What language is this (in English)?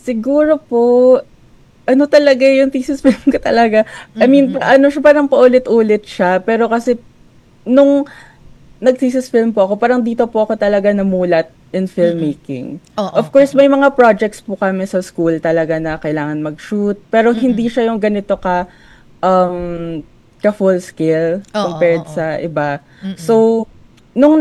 Filipino